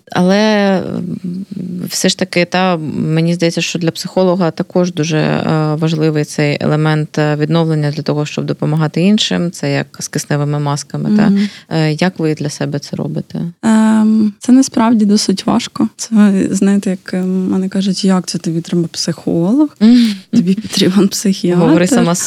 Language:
Ukrainian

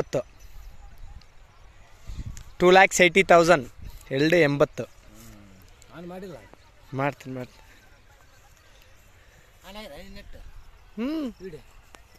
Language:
Kannada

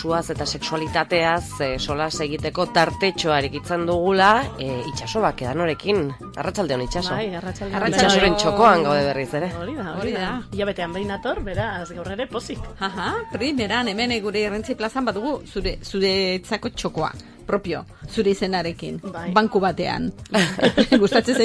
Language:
Basque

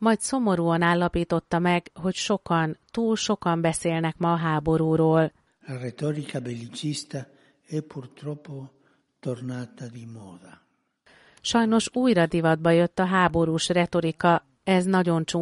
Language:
Hungarian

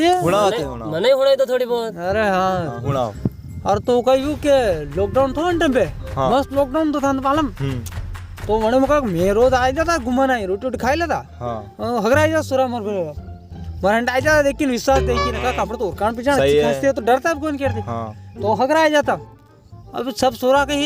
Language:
Rajasthani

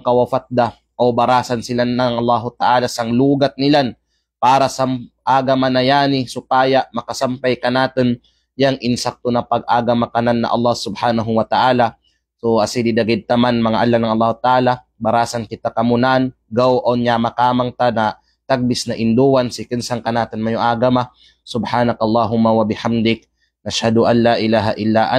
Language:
Kalagan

